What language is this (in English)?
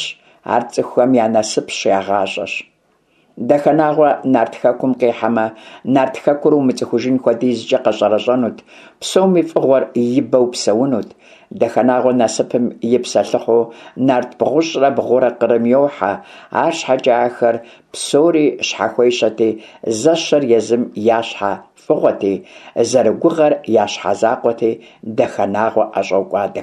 Kabardian